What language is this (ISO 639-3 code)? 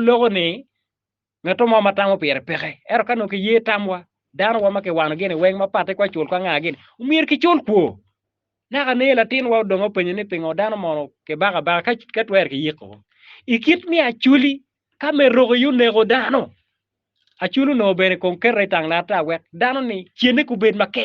ach